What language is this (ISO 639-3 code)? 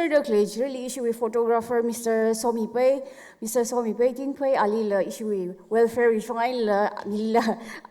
nmf